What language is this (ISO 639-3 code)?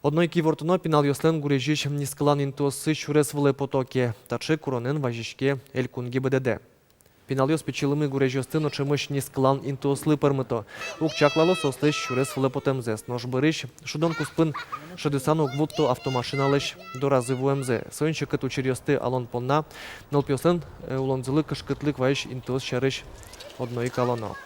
udm